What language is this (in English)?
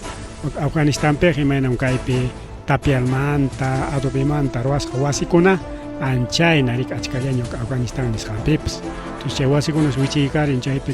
Ayacucho Quechua